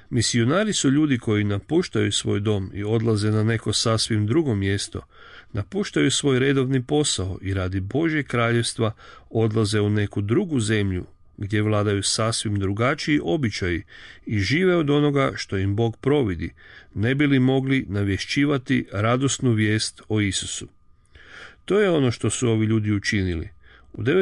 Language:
Croatian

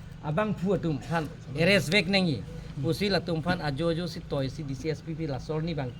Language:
Karbi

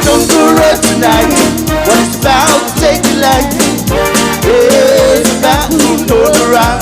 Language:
Samoan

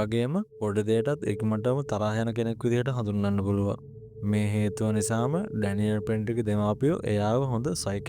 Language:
Sinhala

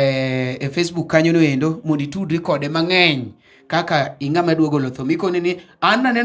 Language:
Luo (Kenya and Tanzania)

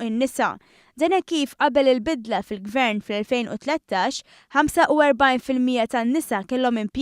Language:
Maltese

